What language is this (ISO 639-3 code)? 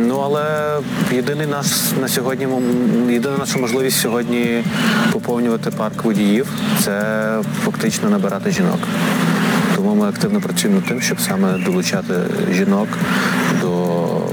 ukr